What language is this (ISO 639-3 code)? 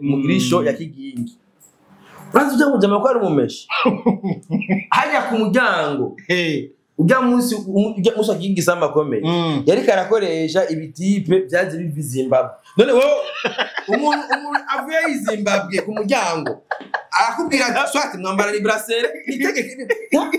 run